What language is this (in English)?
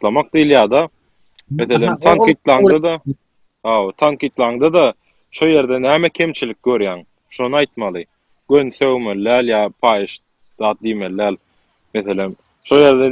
Turkmen